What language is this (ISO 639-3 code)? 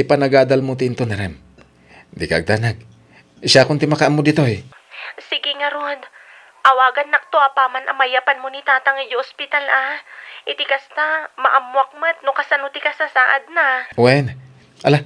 ilo